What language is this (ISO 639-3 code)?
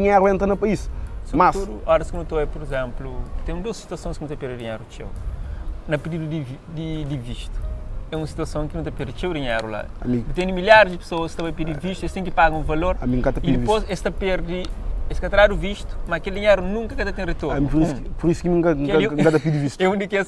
kea